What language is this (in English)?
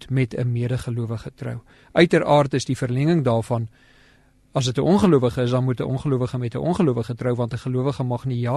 Afrikaans